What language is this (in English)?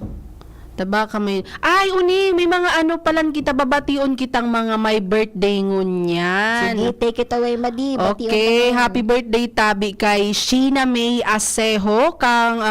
Bikol